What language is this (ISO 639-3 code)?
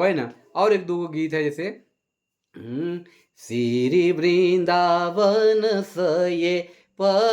sck